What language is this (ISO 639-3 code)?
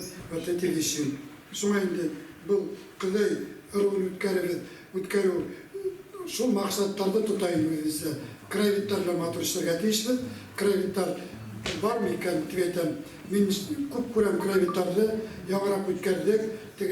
bak